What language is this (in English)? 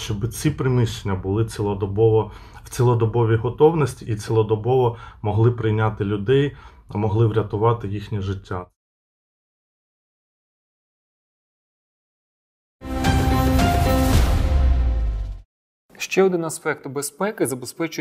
Ukrainian